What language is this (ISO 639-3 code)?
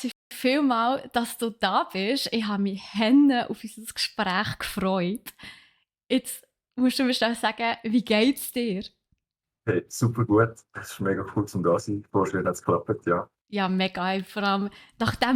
gsw